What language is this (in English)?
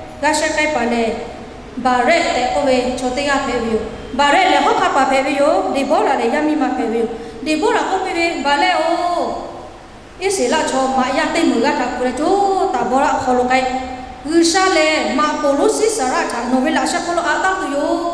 Lahu